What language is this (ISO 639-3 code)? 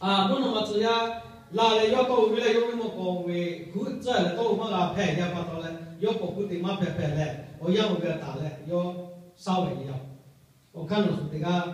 lhu